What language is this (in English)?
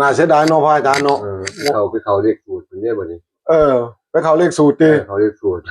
Northeastern Thai